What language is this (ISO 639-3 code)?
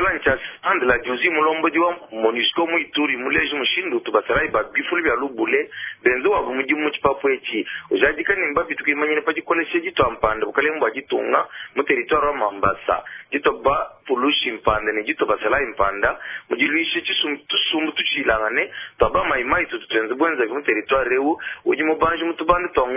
lua